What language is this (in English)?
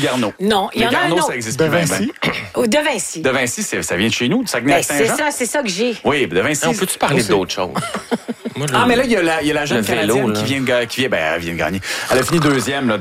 French